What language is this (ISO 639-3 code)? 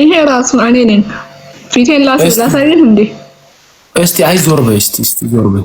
amh